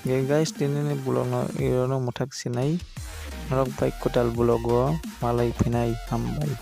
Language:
Kok Borok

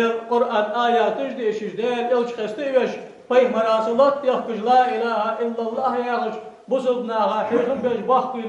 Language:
Ingush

